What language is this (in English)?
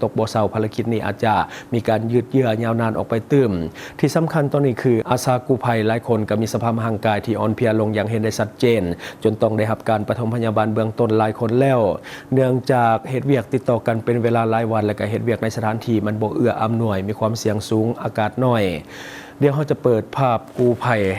Lao